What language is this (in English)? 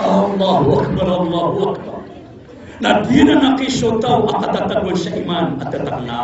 Maranao